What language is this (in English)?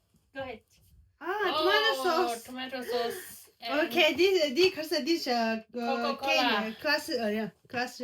Tibetan